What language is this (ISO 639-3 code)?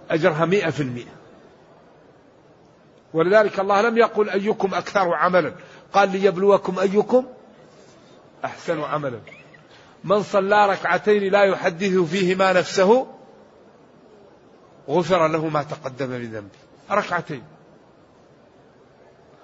ara